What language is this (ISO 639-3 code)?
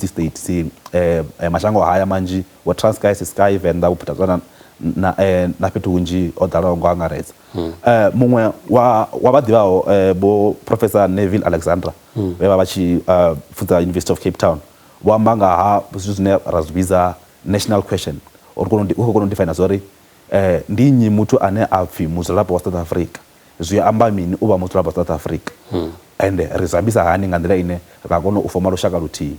ven